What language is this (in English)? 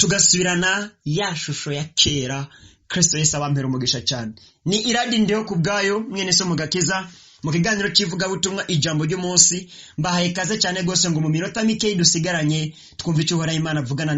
Rundi